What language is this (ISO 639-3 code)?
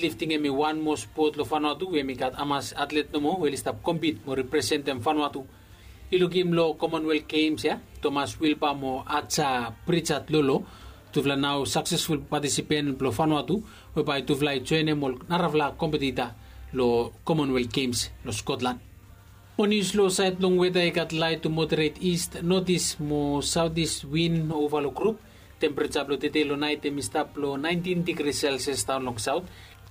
bis